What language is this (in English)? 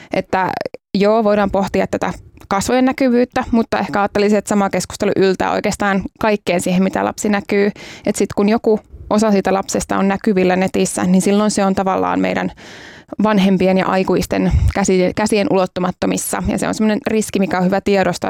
Finnish